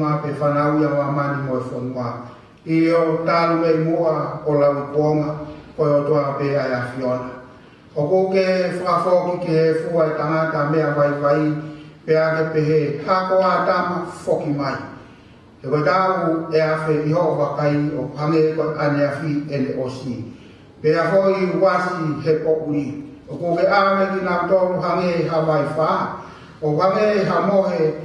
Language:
Tongan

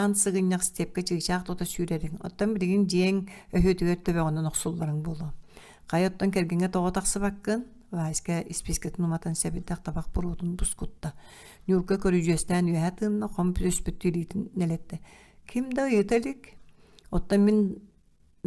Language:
Yakut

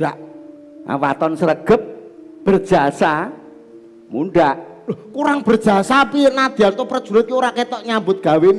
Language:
Javanese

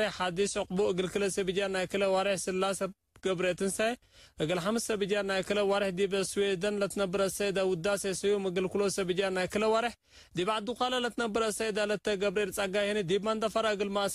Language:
Tigre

